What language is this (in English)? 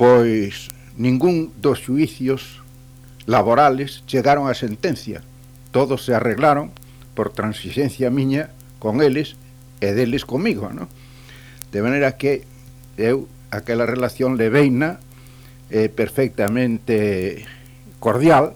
Galician